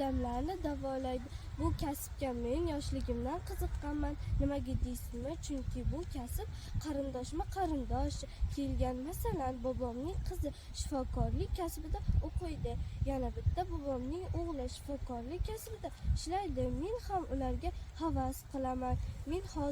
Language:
Uzbek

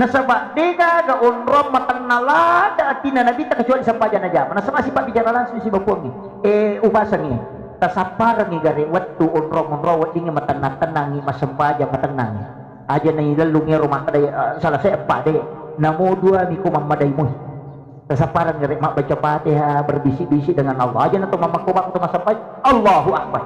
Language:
Buginese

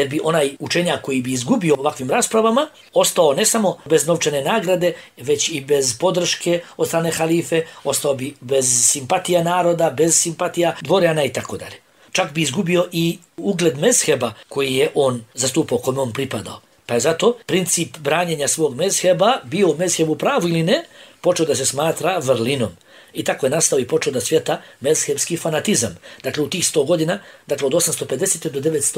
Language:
Bosnian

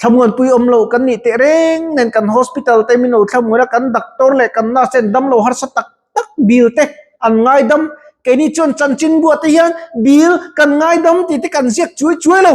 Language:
Mizo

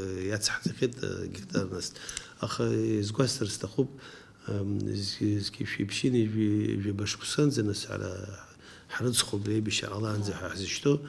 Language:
Abkhazian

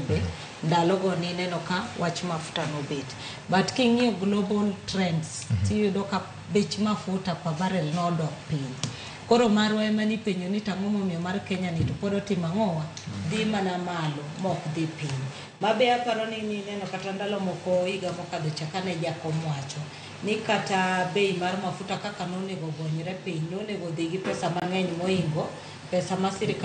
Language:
Luo (Kenya and Tanzania)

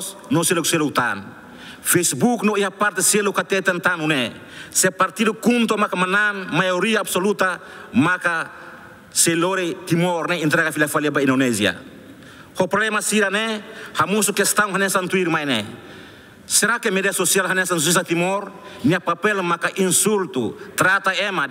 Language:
Tetum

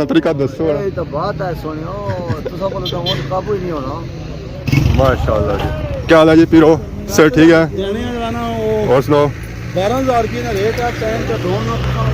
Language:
Pahari-Potwari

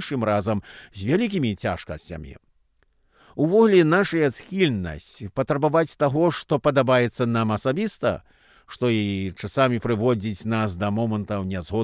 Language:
Belarusian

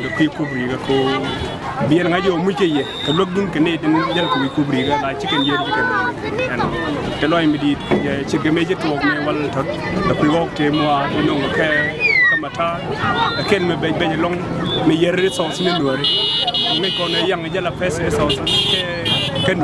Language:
Nuer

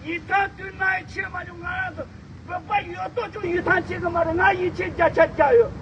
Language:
Tibetan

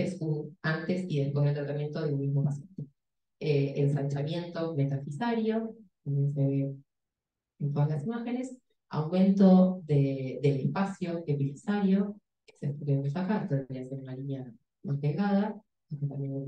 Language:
Spanish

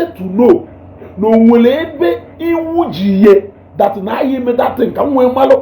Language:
Igbo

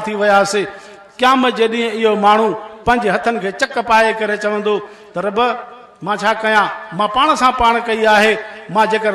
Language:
Sindhi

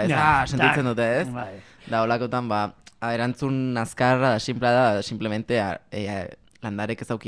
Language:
Basque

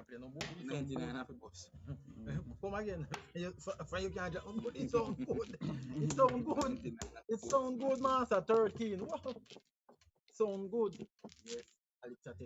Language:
Jamaican Creole English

